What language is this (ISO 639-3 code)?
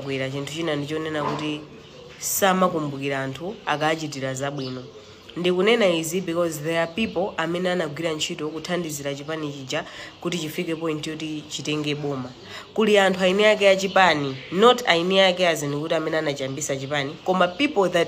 nya